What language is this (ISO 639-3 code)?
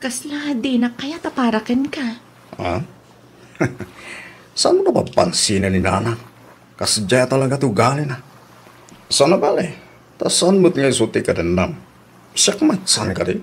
ilo